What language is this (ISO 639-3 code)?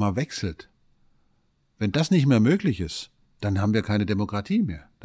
deu